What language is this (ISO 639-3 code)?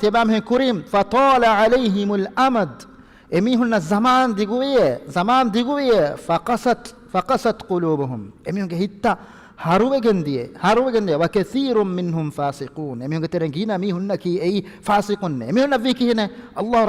div